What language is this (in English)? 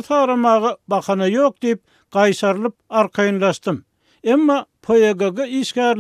Turkmen